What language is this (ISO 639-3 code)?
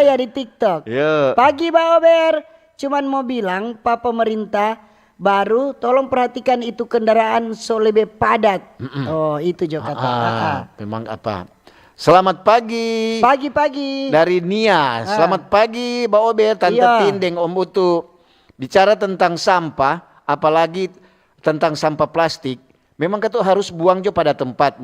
xmm